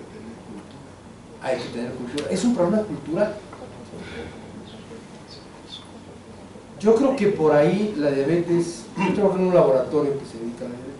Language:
Spanish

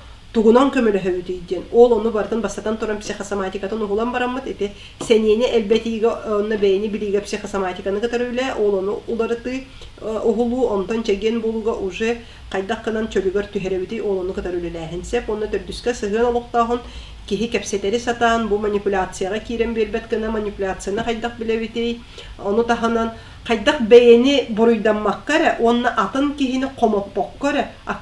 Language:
Yakut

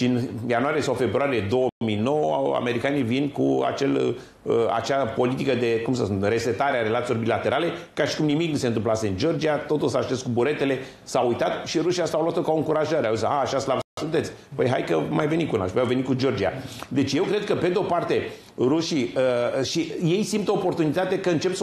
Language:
Romanian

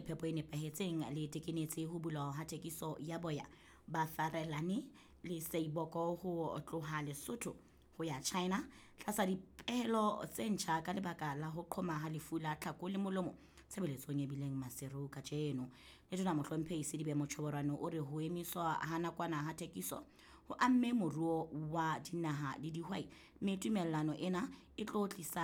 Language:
Southern Sotho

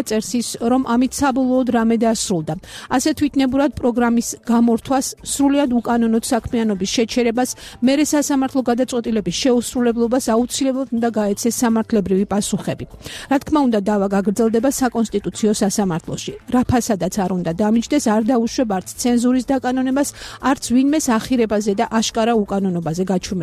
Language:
Georgian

